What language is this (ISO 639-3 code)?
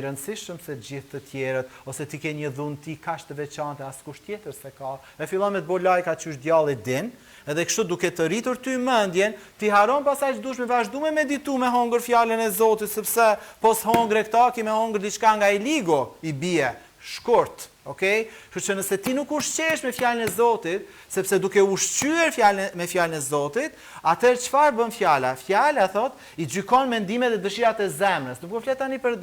sqi